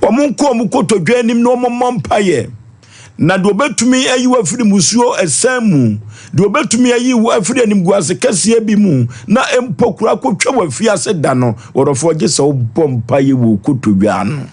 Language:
Akan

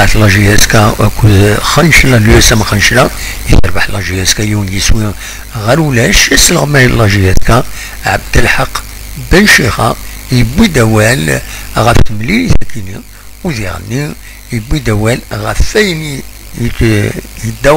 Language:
Kabyle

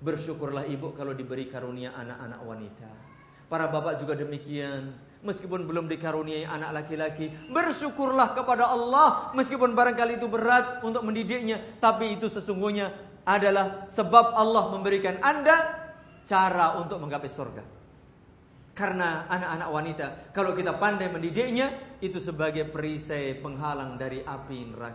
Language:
Indonesian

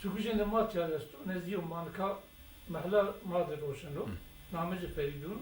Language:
Zaza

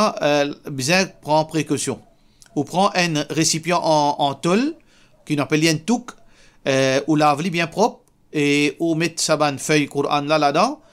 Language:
Morisyen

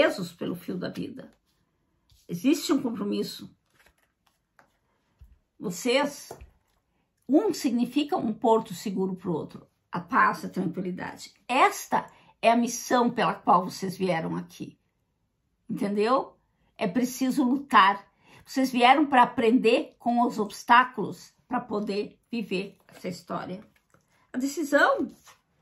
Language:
Portuguese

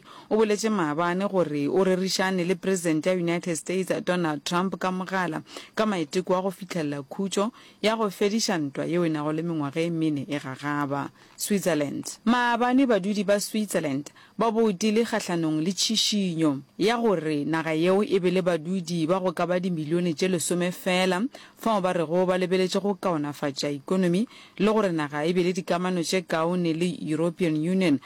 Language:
Northern Sotho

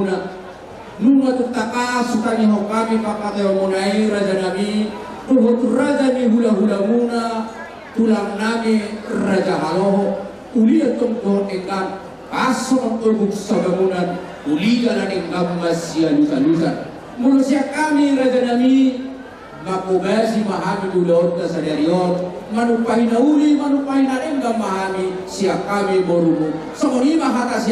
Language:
Batak Toba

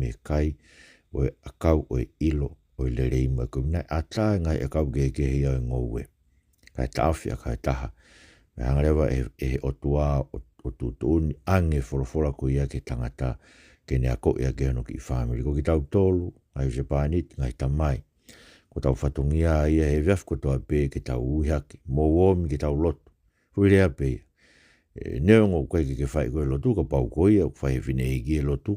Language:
Tongan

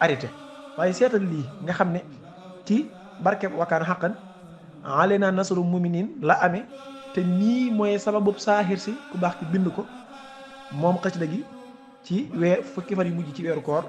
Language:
Wolof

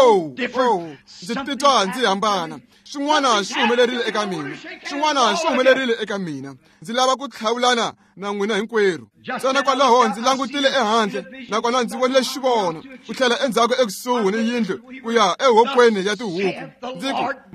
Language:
Tsonga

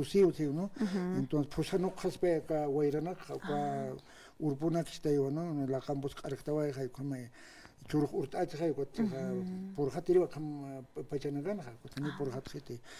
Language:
Aymara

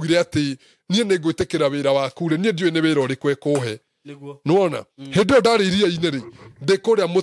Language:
Kikuyu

